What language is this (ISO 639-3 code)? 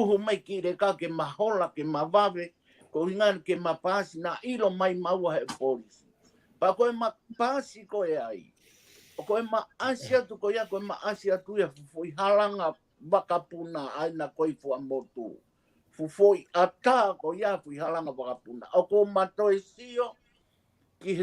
ton